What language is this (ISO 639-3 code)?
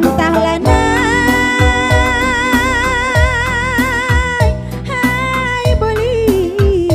btx